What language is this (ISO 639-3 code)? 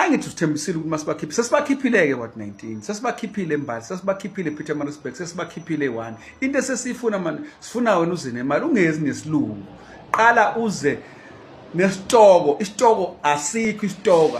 zul